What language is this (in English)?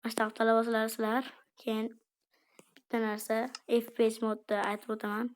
Uzbek